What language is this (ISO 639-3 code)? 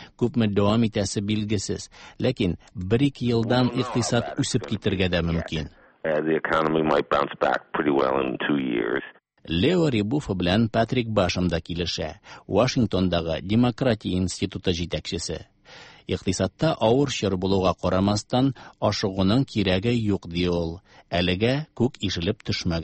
tat